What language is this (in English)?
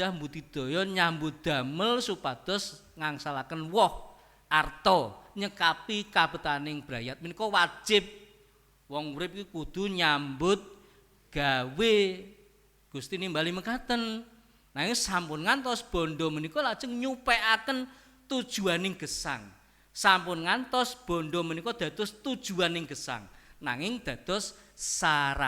Javanese